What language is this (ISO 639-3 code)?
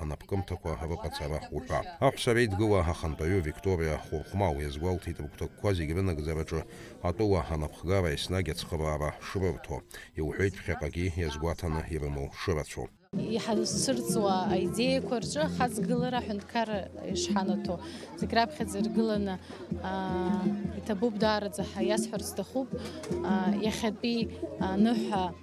abk